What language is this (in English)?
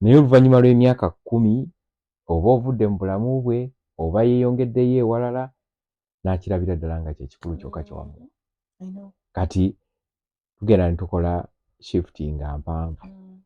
Ganda